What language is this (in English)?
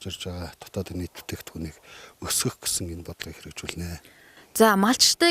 Mongolian